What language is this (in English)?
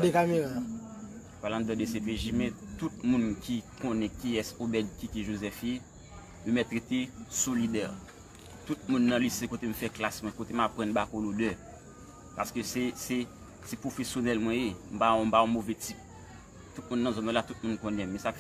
Haitian Creole